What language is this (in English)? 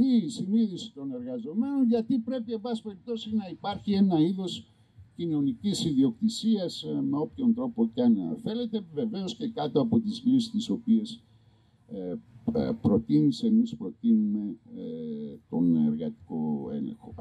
Greek